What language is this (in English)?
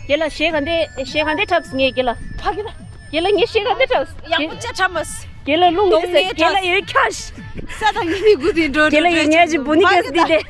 Tibetan